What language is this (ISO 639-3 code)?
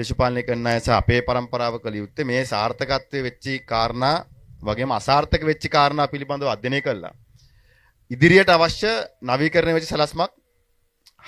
sin